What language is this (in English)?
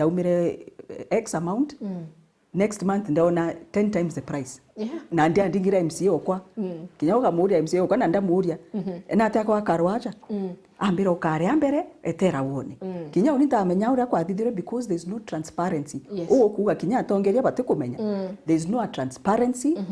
Meru